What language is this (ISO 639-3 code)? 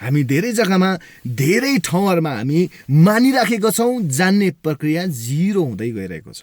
nep